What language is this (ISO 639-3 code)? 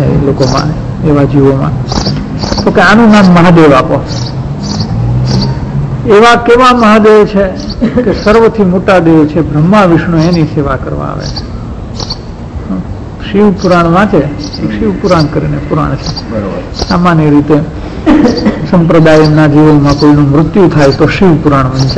guj